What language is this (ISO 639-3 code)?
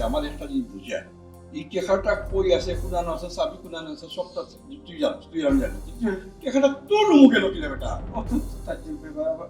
syl